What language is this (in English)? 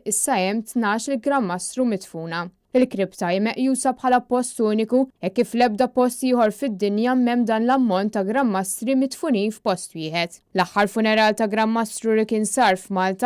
Maltese